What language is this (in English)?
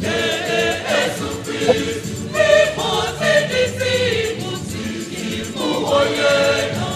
Nyanja